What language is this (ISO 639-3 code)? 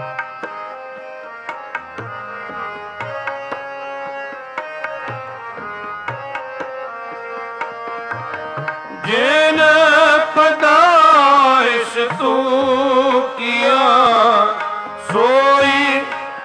pan